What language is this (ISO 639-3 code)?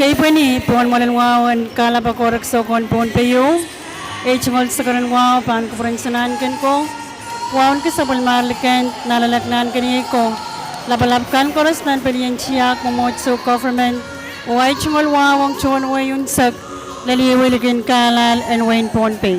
pon